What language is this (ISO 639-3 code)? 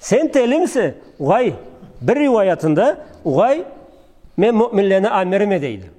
krc